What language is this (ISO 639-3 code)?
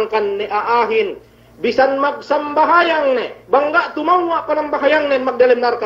yka